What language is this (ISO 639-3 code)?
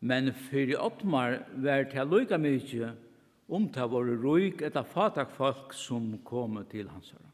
fao